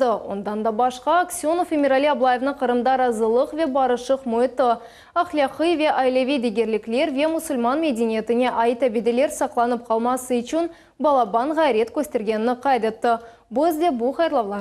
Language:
Crimean Tatar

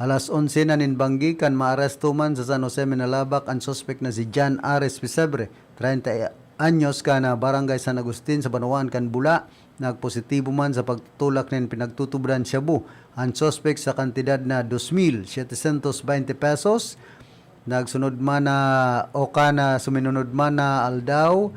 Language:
Bikol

